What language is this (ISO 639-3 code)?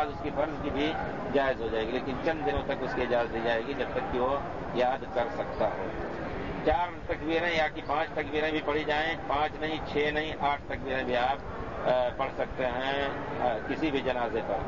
urd